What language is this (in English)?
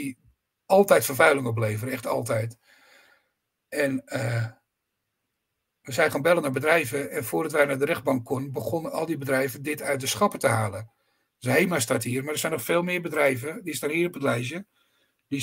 Dutch